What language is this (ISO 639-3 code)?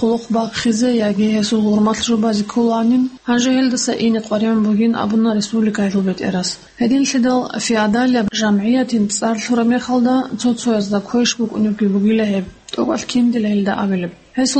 ava